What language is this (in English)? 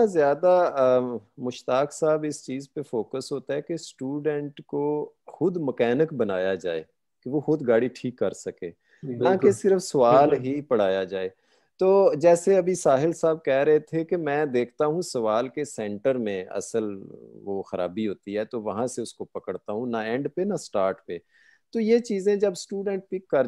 Punjabi